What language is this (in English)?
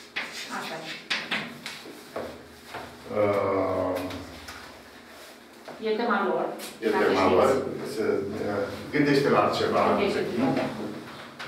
Romanian